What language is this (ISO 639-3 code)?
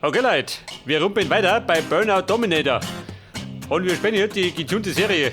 bar